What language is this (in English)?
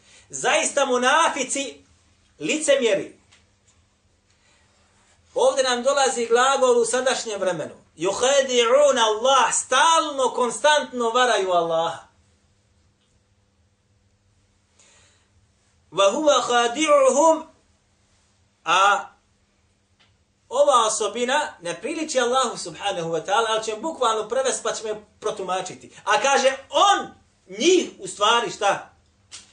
Bosnian